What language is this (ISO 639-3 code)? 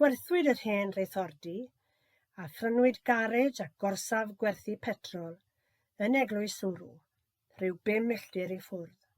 cym